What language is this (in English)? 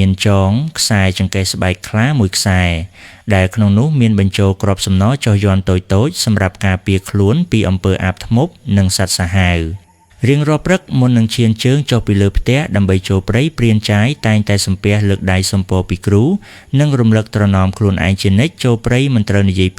Khmer